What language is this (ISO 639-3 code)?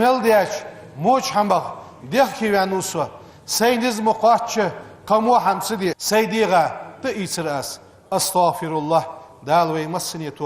inh